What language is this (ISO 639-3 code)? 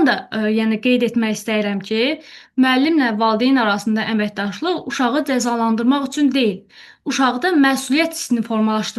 aze